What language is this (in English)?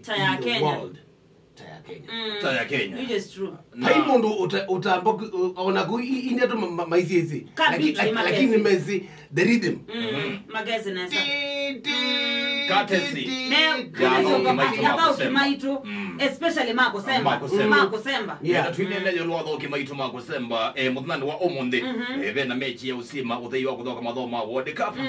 Kamba